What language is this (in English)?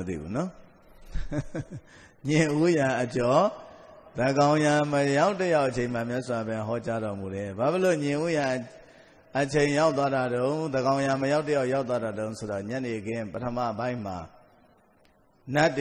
Burmese